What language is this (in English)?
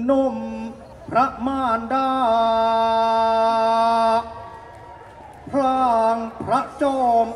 Thai